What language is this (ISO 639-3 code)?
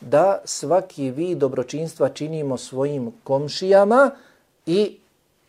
bos